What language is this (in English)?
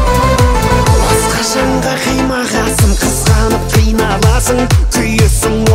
Kazakh